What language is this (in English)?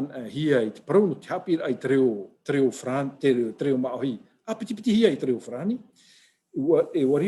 Tahitian